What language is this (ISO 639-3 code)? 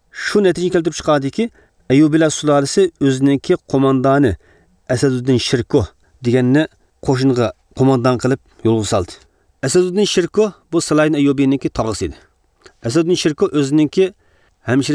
uig